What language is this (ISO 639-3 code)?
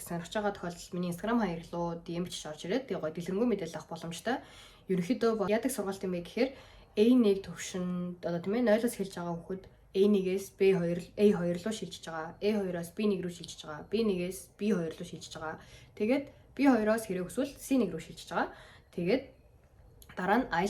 mon